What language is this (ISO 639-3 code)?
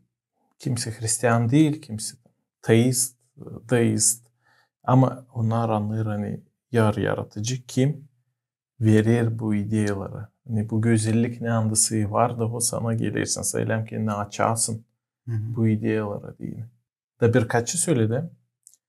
gag